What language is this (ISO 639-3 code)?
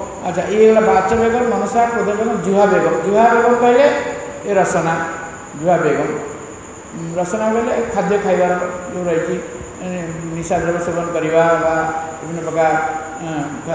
ori